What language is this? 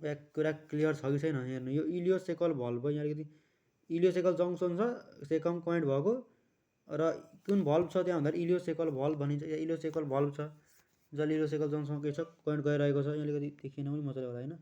Nepali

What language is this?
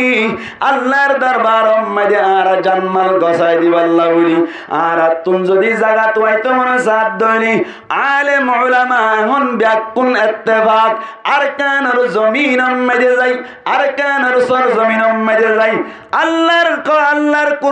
Rohingya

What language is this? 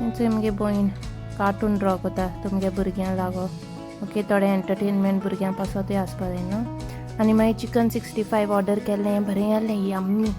Konkani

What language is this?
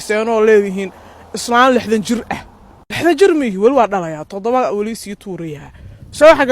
Somali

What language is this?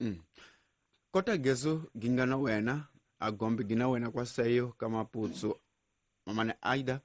Tsonga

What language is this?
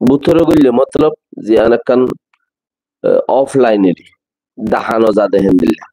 Rohingya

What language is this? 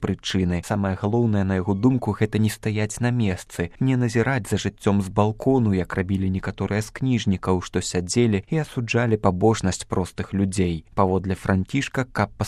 Belarusian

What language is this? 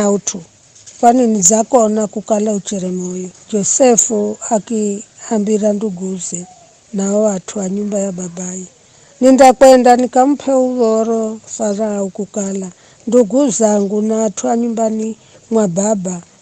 Giryama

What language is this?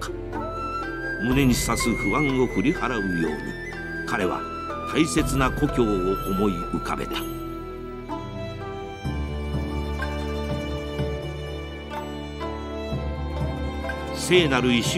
Japanese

